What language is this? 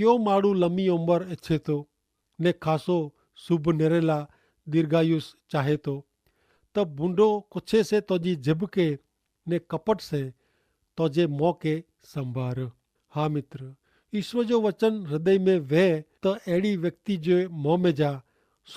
Kachhi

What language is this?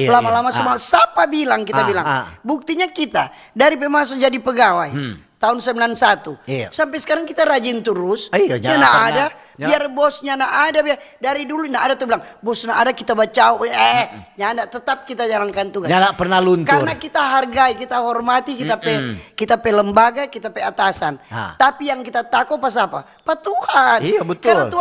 Manado Malay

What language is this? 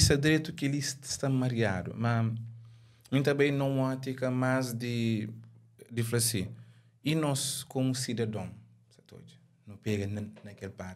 Kabuverdianu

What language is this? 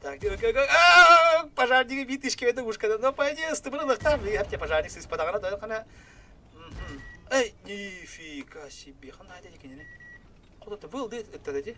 Yakut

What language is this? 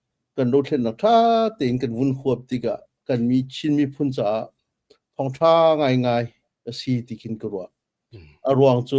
Hakha Chin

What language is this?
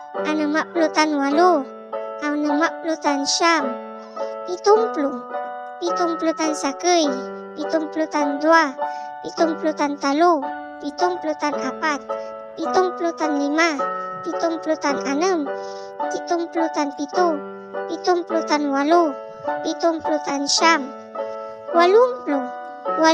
Pangasinan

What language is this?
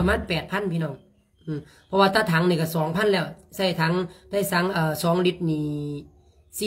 Lao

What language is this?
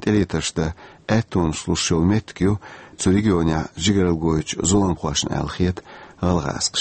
Chechen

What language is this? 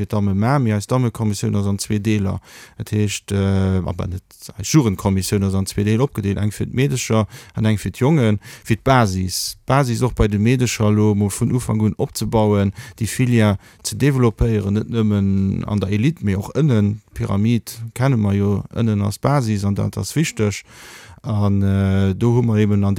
Luxembourgish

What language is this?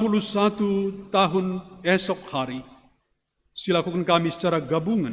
Batak Karo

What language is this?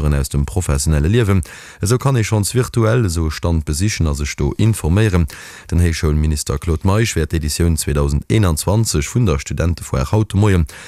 Luxembourgish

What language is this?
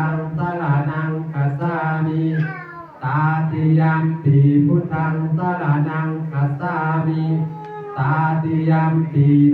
Pali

